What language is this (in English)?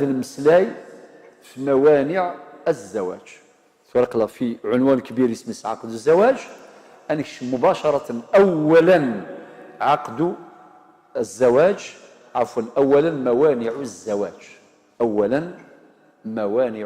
Algerian Arabic